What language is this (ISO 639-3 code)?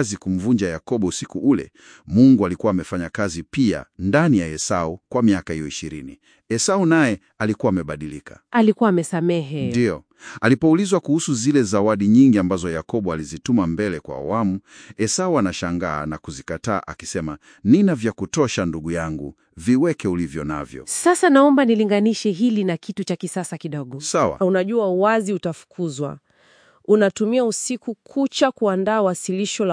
swa